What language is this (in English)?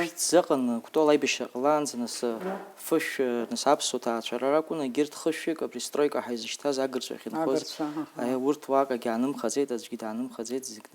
Abkhazian